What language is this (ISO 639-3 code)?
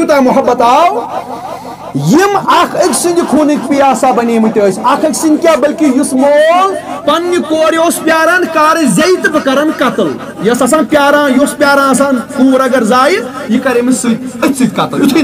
kas